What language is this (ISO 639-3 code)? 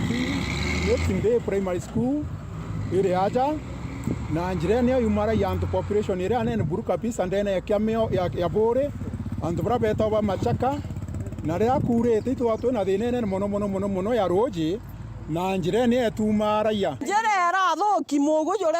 mer